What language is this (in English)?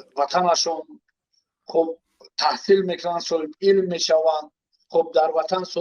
Tajik